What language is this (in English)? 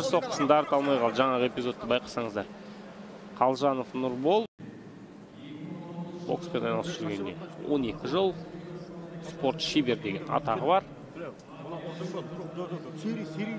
Kazakh